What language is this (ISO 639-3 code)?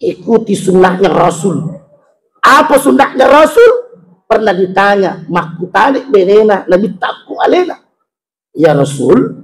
bug